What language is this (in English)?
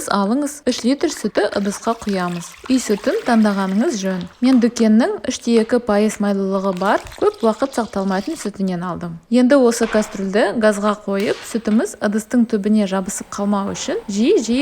Kazakh